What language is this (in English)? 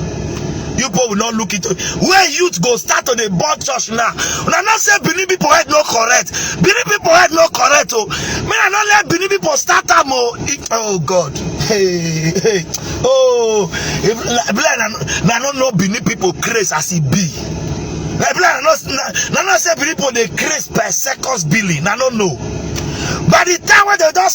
Nigerian Pidgin